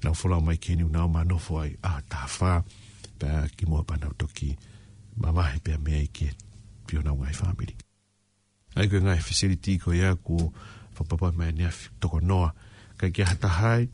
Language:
Tongan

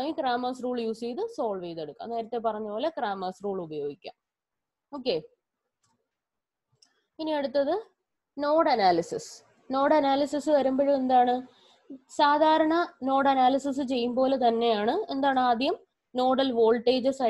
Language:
Malayalam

